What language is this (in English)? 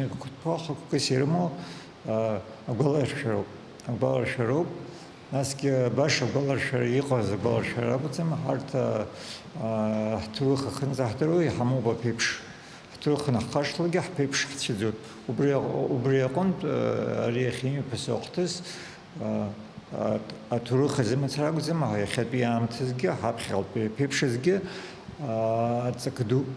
Abkhazian